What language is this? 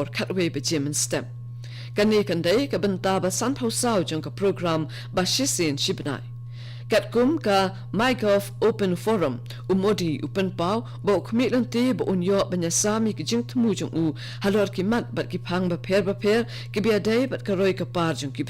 Khasi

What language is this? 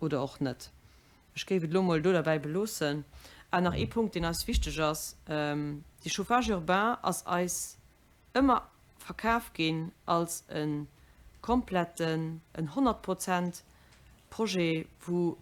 Luxembourgish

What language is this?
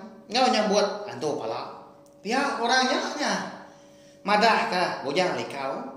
Iban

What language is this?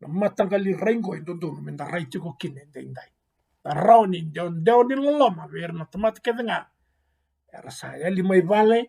Fijian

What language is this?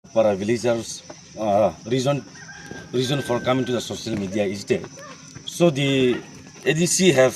Riang (India)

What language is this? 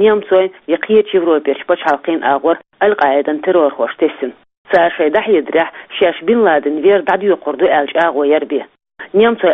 Chechen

